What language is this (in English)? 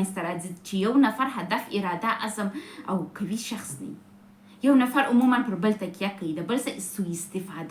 Pashto